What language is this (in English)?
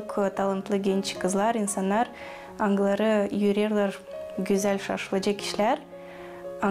Gagauz